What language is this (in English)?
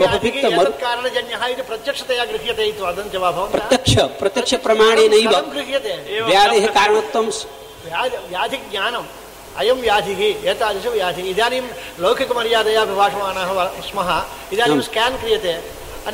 Sanskrit